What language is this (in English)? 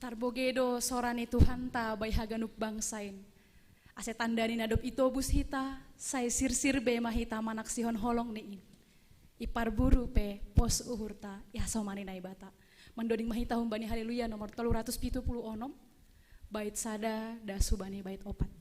Batak Simalungun